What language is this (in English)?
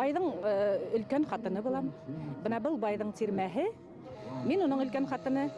Bashkir